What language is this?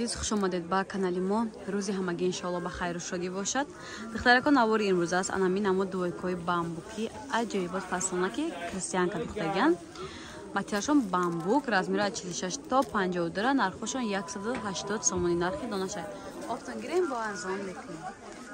Tajik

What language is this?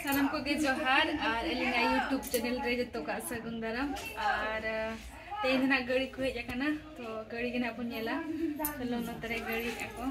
Santali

